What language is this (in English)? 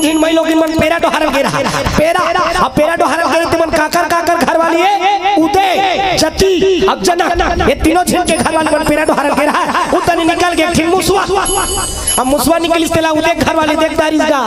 Chhattisgarhi